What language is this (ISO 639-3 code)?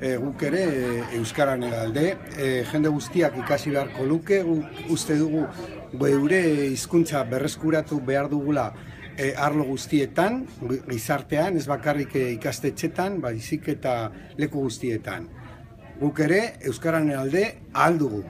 eus